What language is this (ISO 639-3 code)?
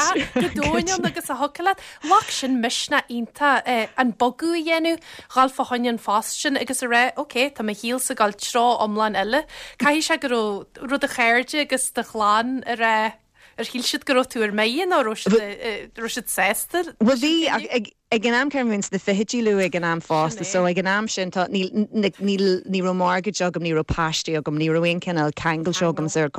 gle